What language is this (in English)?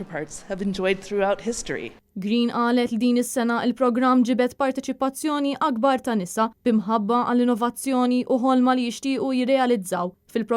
Maltese